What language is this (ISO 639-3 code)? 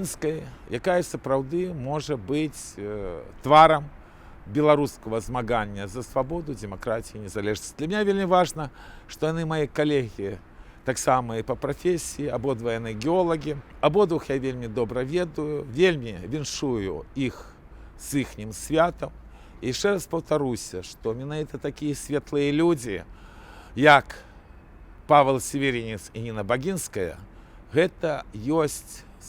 bel